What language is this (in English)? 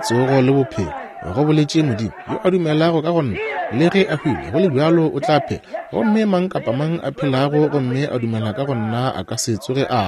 Northern Sotho